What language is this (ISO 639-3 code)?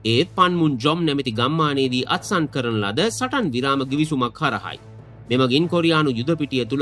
sin